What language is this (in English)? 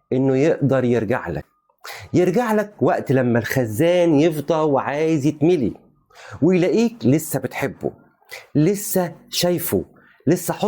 Egyptian Arabic